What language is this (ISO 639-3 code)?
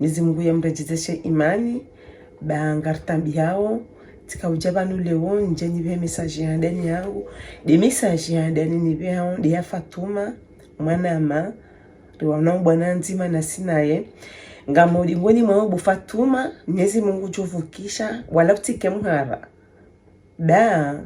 zdj